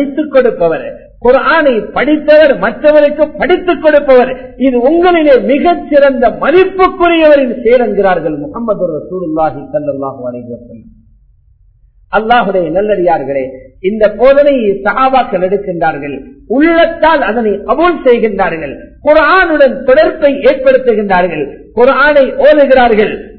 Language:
Tamil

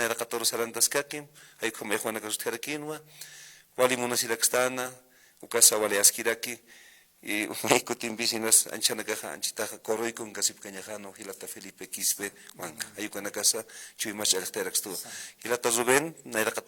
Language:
Aymara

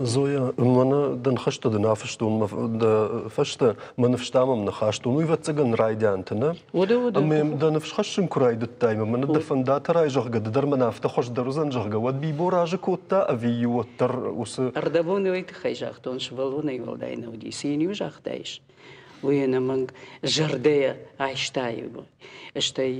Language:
Ossetic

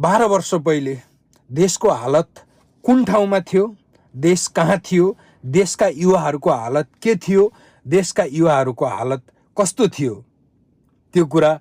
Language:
Nepali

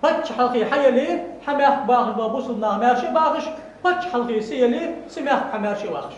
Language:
Ingush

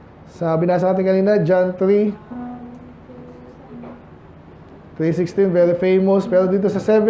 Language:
Filipino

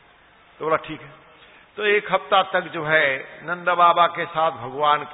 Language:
Hindi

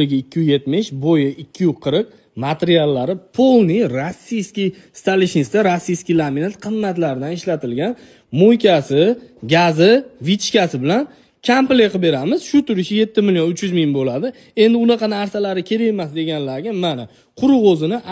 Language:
Uzbek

